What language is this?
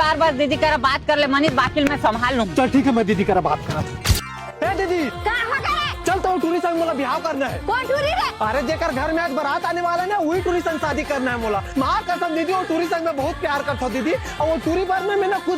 Chhattisgarhi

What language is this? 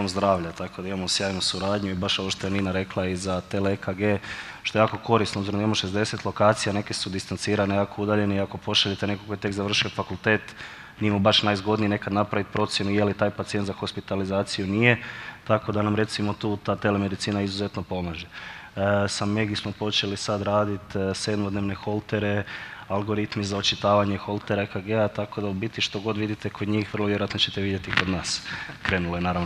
Croatian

